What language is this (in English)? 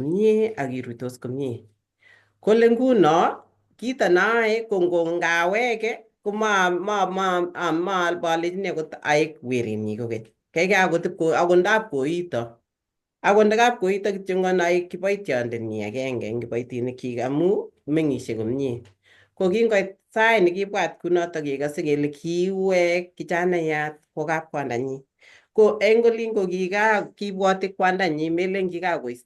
Kalenjin